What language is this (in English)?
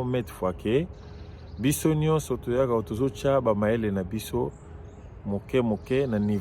Lingala